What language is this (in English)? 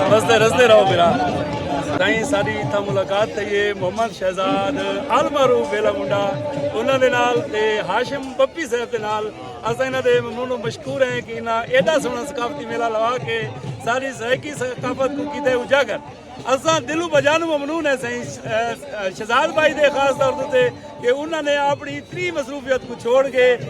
Saraiki